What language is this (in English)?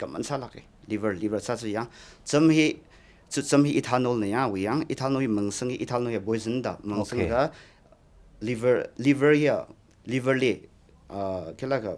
Tangkhul Naga (India)